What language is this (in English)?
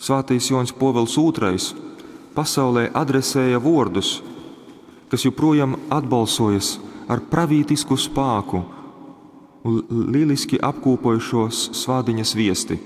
Latgalian